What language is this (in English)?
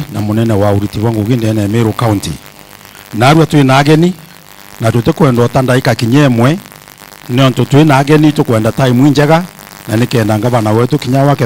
Meru